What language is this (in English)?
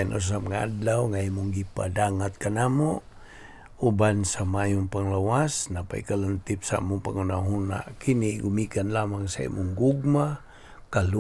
Cebuano